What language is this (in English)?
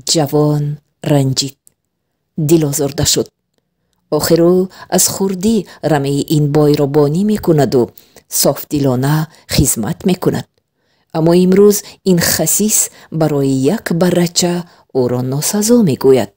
Tajik